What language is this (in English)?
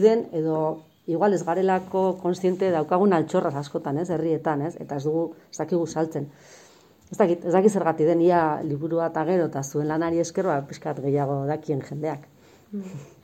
Basque